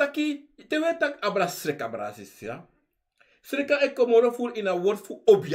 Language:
Sranan Tongo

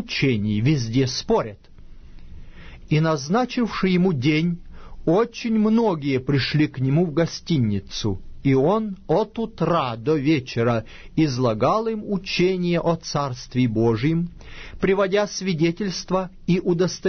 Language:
Russian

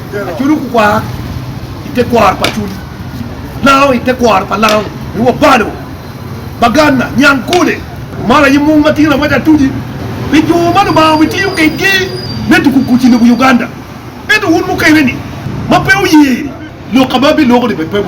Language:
Acoli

